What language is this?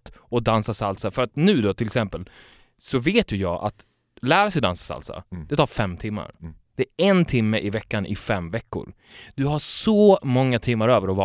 Swedish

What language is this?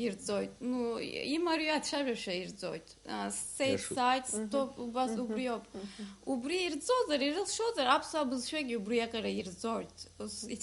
Abkhazian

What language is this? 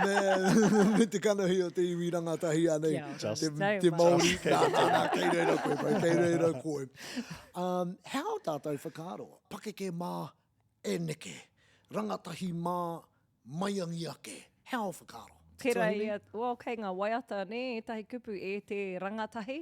Māori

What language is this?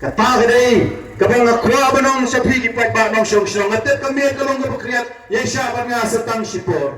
Khasi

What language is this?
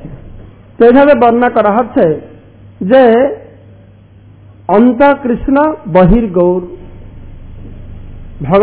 Bangla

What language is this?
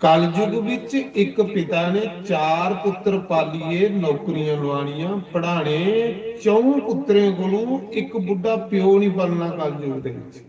Dogri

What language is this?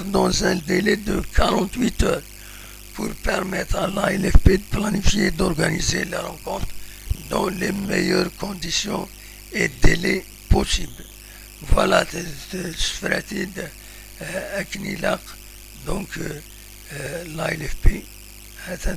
Kabyle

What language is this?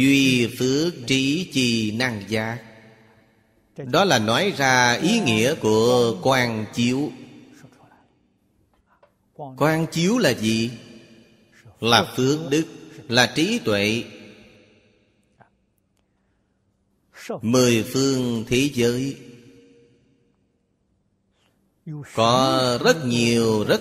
Vietnamese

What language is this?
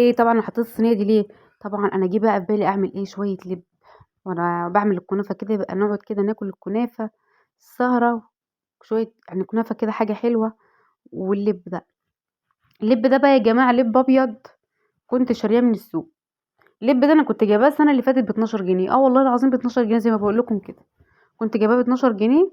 Egyptian Arabic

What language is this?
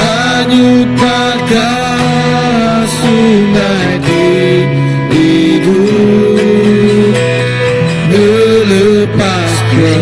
Iban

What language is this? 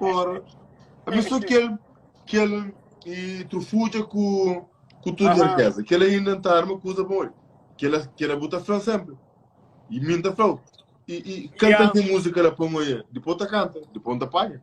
Kabuverdianu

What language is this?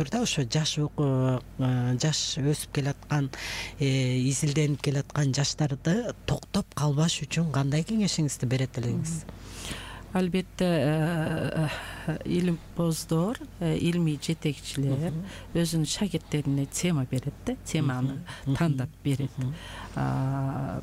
Kyrgyz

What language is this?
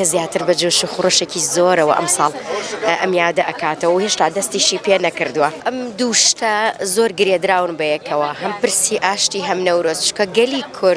Central Kurdish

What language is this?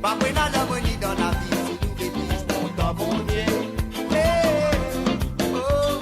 Morisyen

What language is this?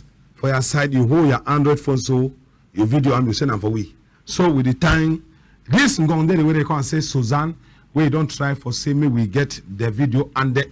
Cameroon Pidgin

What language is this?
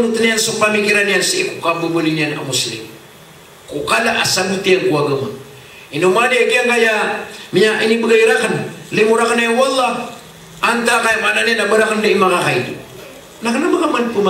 Maranao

